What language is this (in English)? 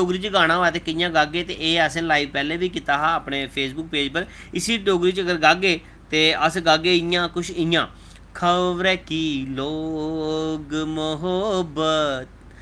Dogri